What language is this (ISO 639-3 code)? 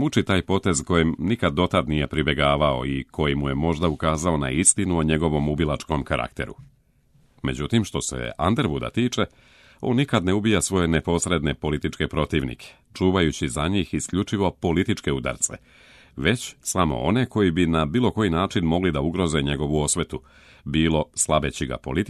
srp